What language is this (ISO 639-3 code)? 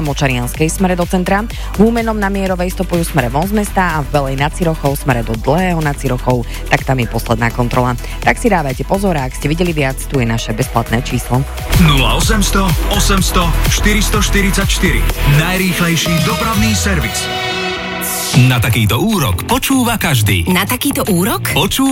slk